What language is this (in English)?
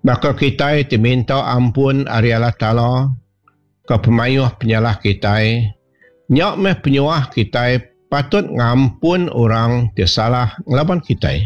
Iban